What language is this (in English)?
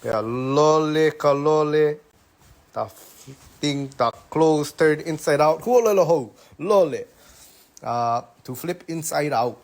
Hawaiian